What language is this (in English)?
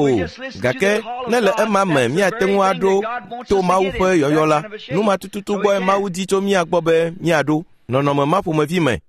Ewe